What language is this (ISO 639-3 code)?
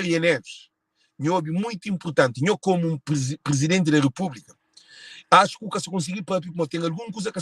kea